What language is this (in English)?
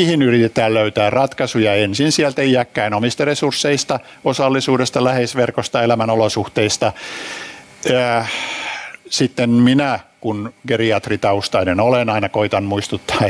Finnish